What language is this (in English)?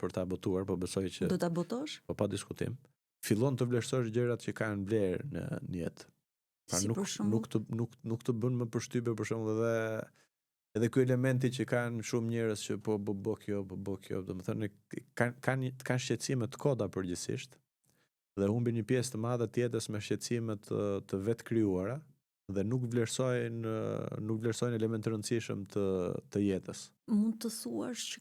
Albanian